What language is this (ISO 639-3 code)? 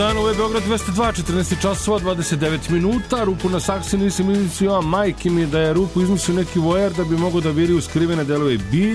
srp